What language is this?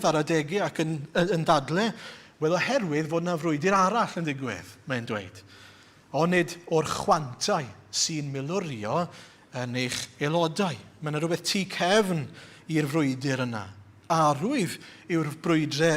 Welsh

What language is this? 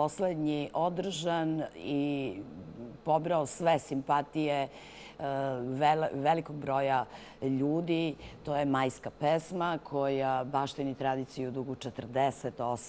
Serbian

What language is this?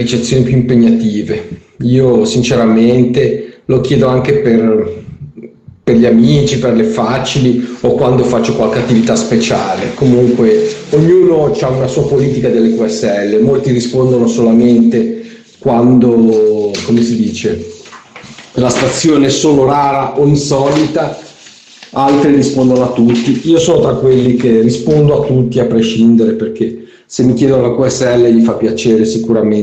Italian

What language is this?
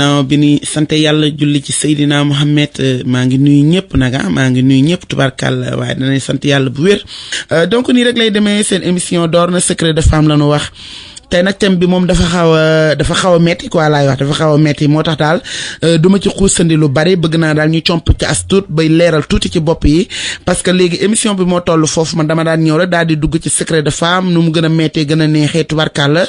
Wolof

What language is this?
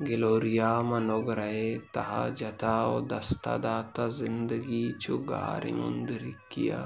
Baluchi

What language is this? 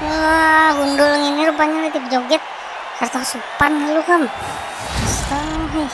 Banjar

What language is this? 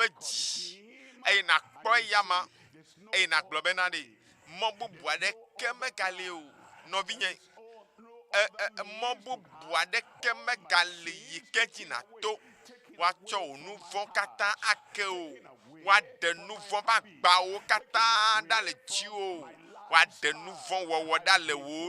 Ewe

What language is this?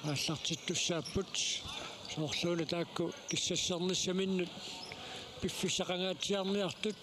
Kalaallisut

